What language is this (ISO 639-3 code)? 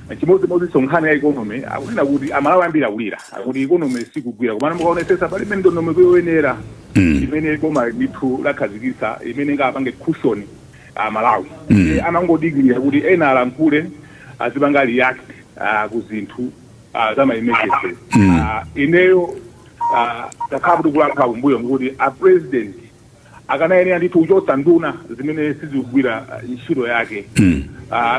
nya